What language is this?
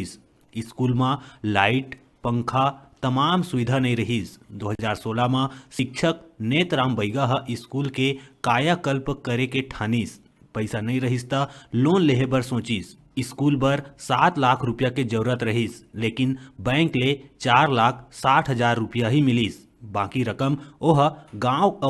Chhattisgarhi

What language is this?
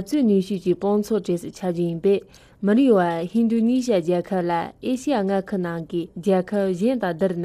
Tibetan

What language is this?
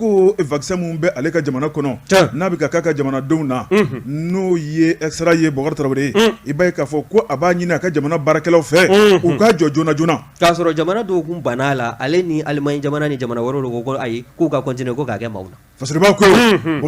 Bambara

